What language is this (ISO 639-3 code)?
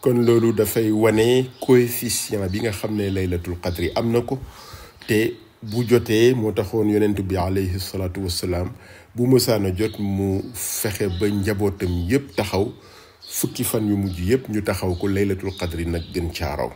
wol